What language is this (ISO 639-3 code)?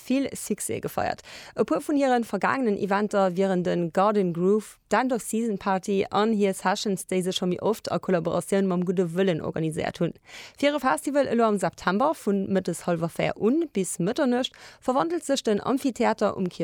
ltz